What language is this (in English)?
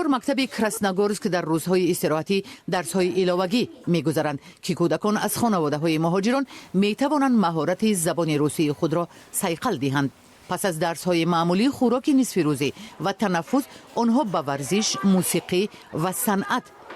Tajik